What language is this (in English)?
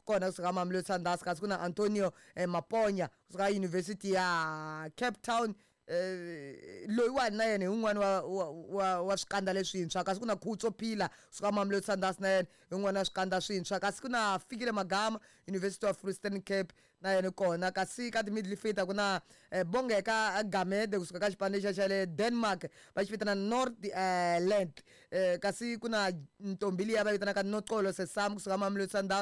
Tsonga